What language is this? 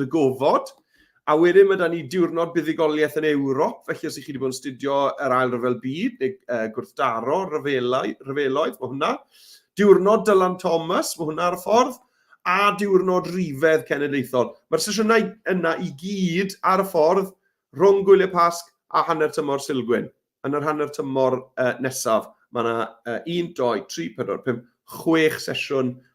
Welsh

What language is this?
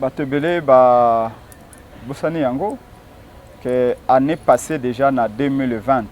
Lingala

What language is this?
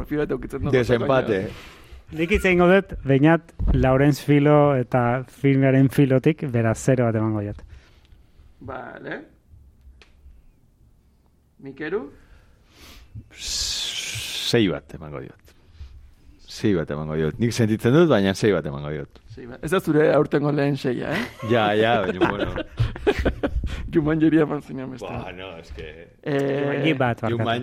Basque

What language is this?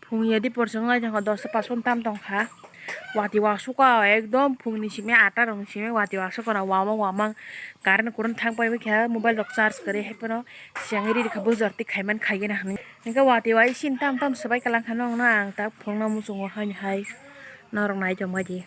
Kok Borok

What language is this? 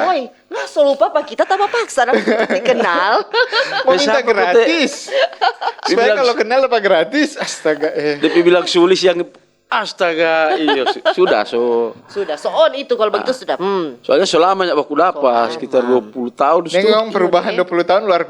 Manado Malay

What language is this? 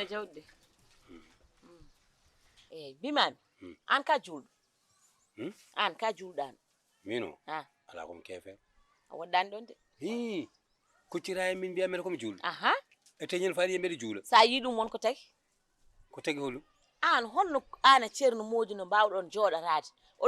Fula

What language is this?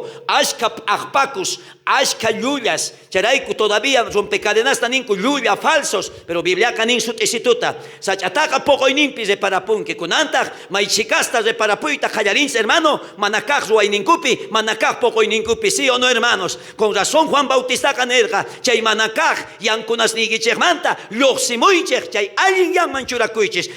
South Bolivian Quechua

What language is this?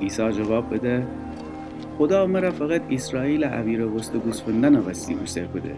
Gilaki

